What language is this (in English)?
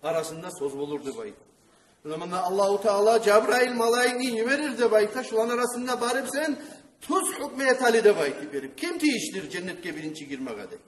Kumyk